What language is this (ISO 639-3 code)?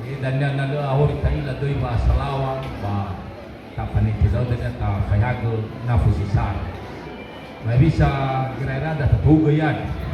nia